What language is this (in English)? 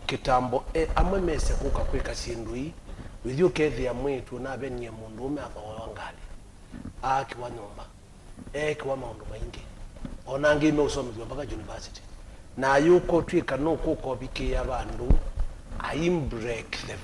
Kamba